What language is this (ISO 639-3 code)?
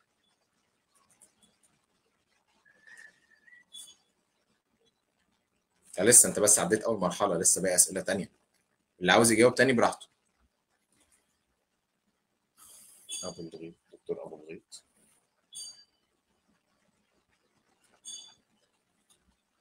arz